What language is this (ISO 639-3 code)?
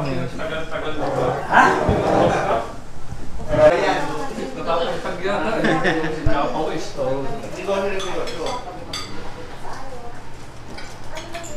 fil